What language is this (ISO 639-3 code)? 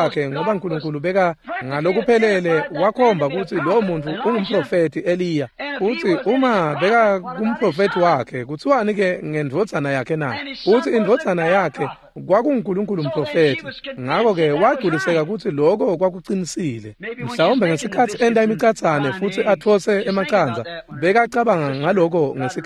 ssw